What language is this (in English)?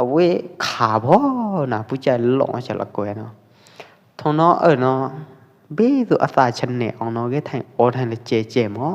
Pwo Eastern Karen